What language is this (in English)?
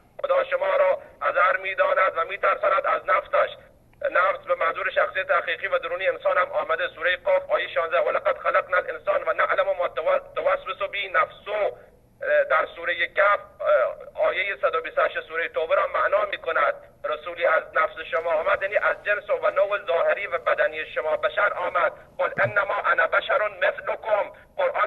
Persian